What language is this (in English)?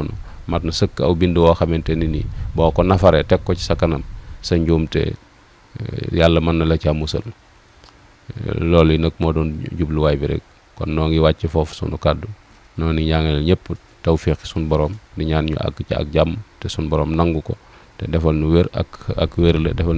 Wolof